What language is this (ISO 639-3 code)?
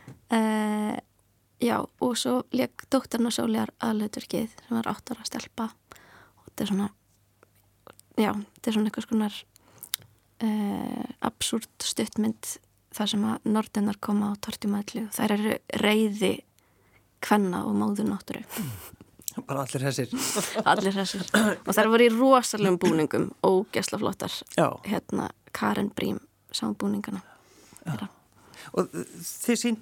isl